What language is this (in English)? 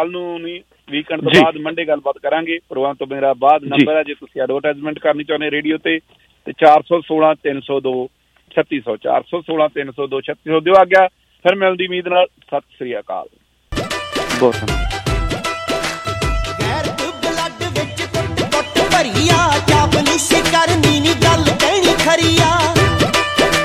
Punjabi